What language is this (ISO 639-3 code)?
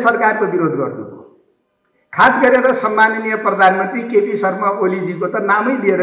nep